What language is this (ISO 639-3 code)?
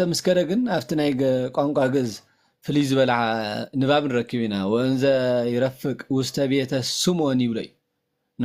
tir